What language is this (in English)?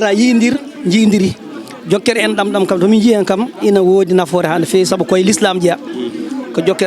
Fula